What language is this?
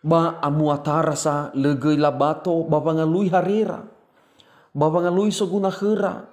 Nias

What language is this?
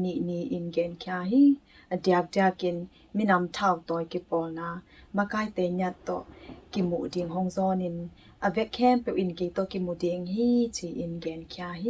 Tedim Chin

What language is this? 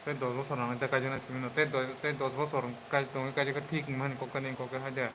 Kok Borok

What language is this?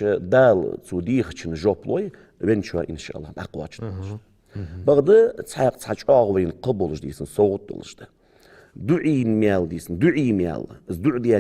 Ingush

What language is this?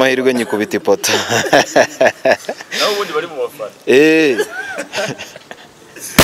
Kinyarwanda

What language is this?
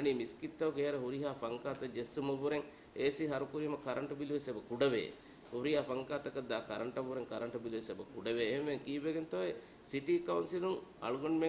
Divehi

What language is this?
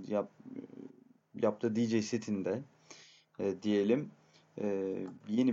Turkish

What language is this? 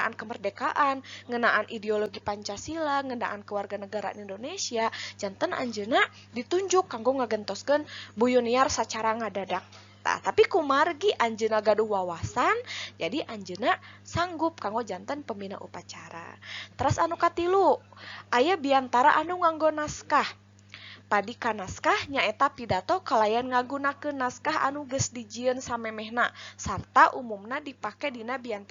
Sundanese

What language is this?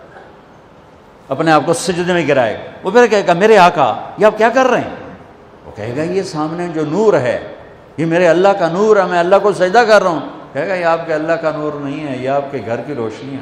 Urdu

